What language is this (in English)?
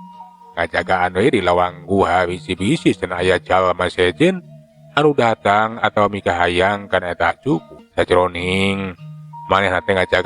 Sundanese